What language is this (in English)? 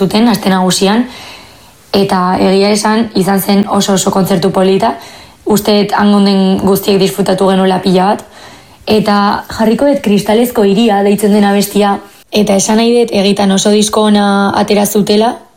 Basque